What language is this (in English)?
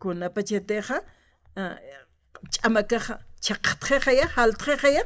Aymara